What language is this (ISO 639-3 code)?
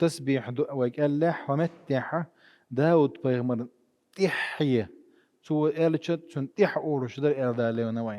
che